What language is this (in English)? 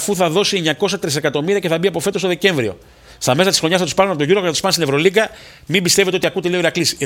Greek